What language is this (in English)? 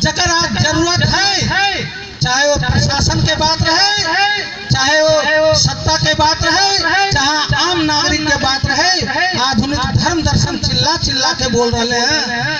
Magahi